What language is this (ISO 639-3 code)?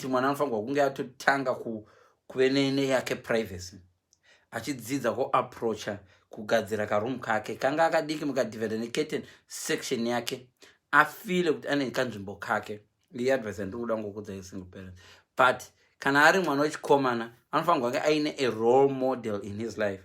sna